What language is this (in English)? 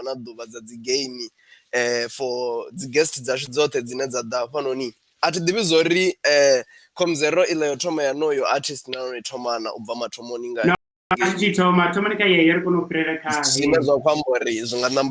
Venda